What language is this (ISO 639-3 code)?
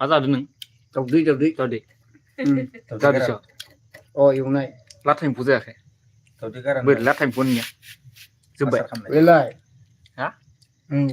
brx